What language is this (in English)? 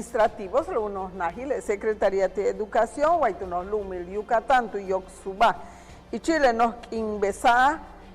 Yucateco